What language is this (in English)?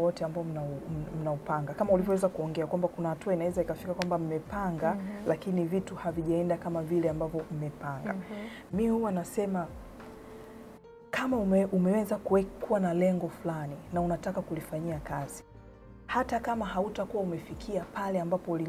Swahili